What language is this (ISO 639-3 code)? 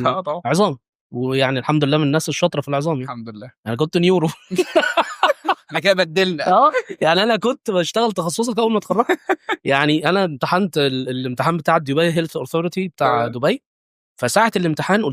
arz